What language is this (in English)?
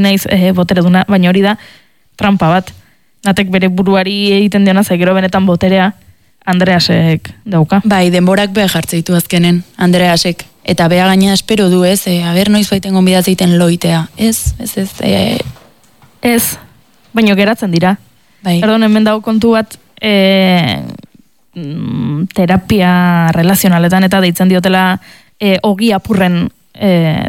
Basque